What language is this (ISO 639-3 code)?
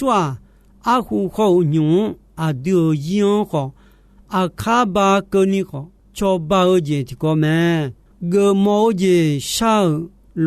ahk